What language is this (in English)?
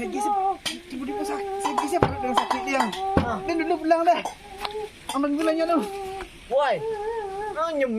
Minangkabau